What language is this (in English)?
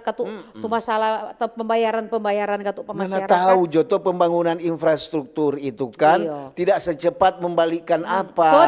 Manado Malay